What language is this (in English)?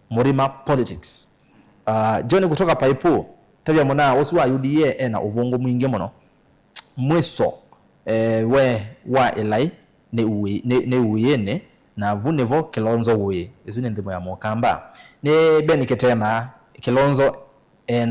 Kamba